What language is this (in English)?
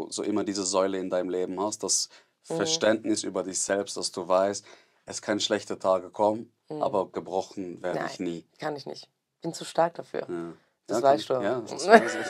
Swiss German